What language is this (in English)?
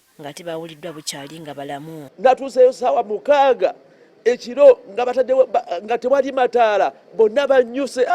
Ganda